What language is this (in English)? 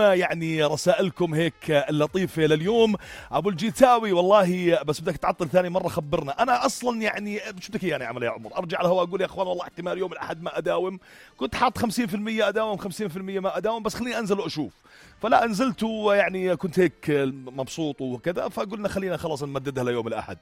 North Levantine Arabic